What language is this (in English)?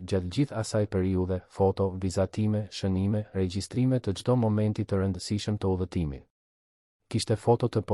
Albanian